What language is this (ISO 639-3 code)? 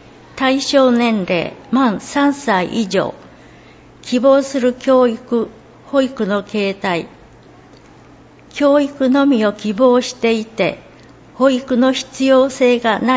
jpn